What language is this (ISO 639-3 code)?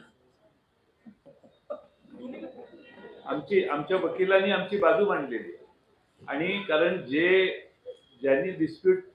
mar